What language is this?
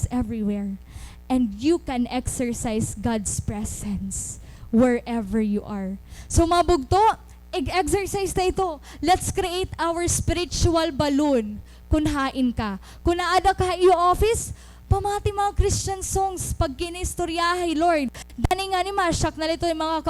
Waray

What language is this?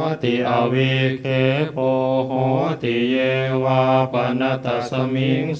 Pali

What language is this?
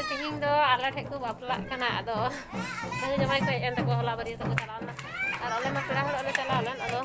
Santali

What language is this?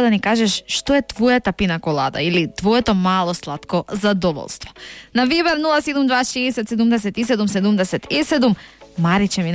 Macedonian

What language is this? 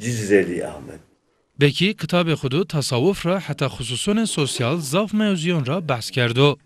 Zaza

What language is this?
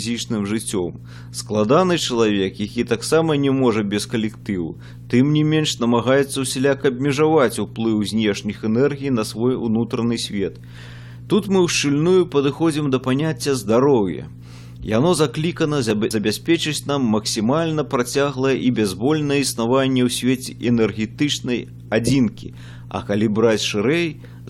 Belarusian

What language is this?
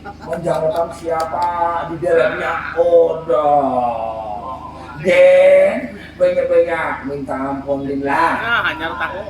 Banjar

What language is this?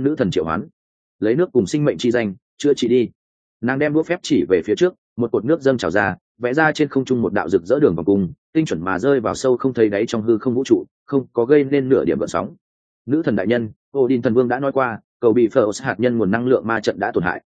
Vietnamese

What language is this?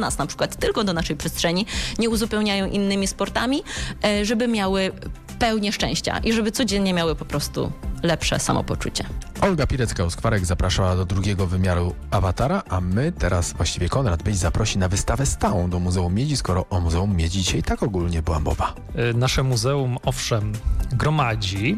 Polish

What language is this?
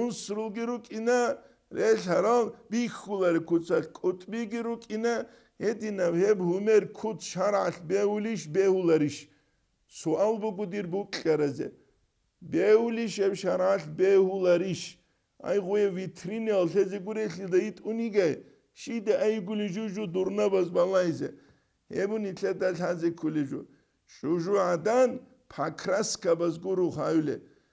Avaric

